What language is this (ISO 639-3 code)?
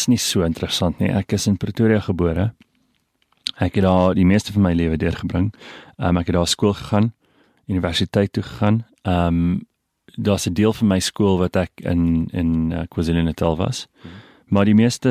afr